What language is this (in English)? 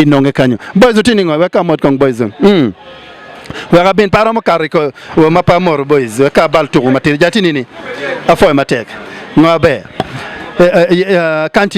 Acoli